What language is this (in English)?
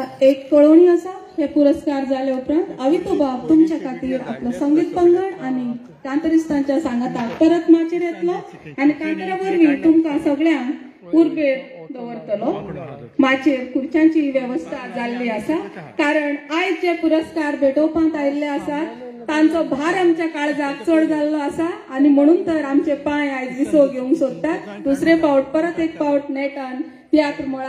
Konkani